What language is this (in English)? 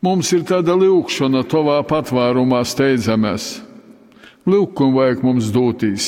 Latgalian